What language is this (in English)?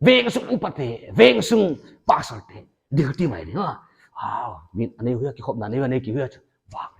Paite Chin